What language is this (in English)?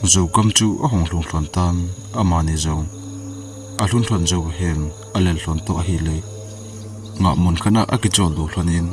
Thado Chin